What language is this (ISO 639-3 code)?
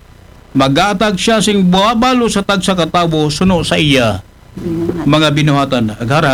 akl